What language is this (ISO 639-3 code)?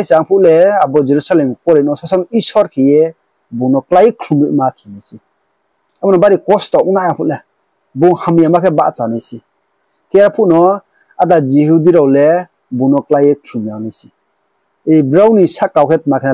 ria